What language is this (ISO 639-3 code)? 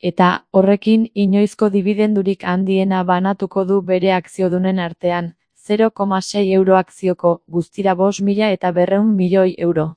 eus